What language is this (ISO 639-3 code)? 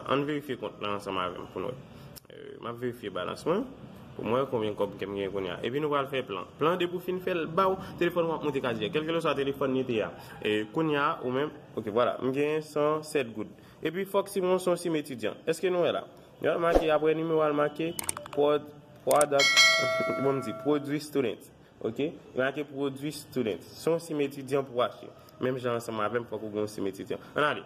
hat